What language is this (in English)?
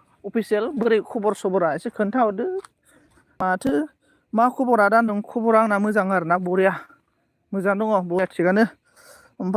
Bodo